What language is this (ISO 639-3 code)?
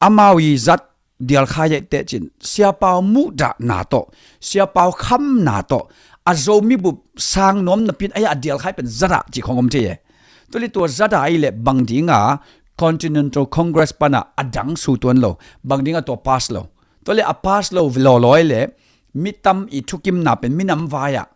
ctd